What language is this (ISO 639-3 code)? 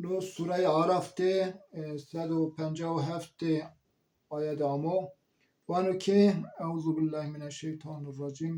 zza